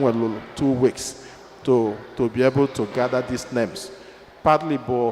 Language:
Igbo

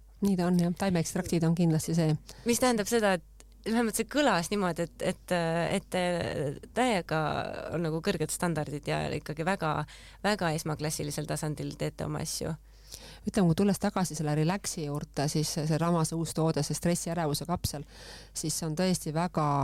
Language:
Estonian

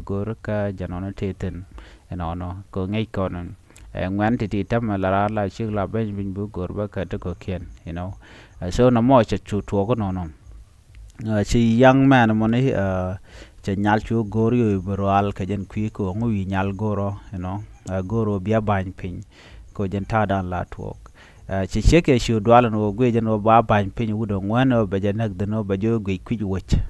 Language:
Nuer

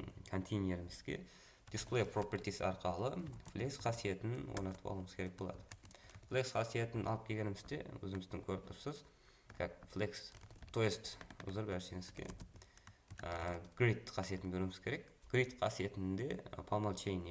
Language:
Kara-Kalpak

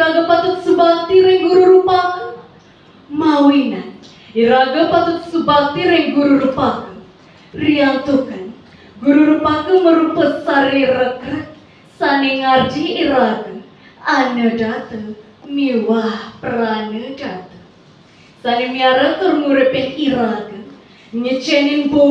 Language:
Balinese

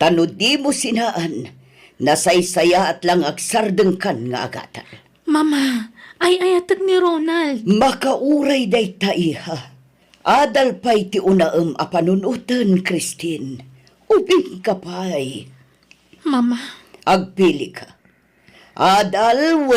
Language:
Iloko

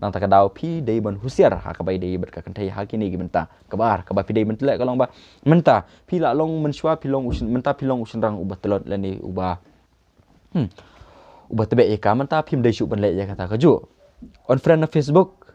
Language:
Khasi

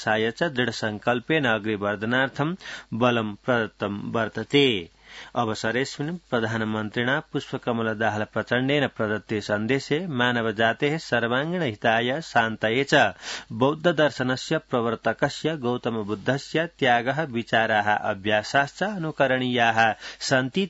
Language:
Sanskrit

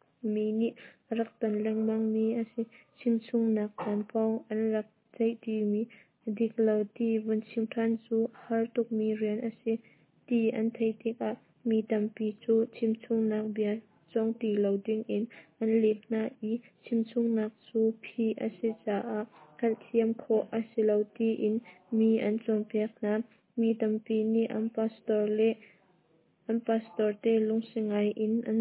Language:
Hakha Chin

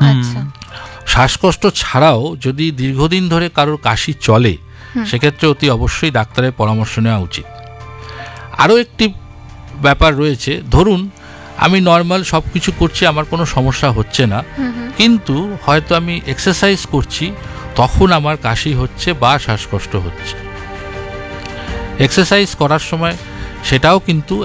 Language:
Bangla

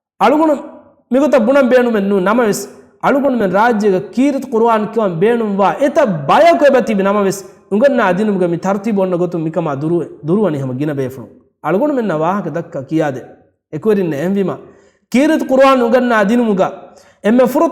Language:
Divehi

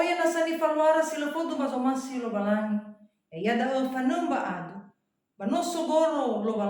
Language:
Nias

